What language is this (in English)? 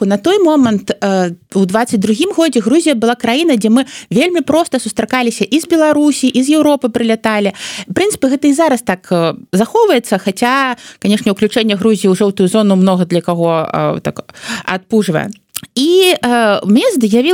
Belarusian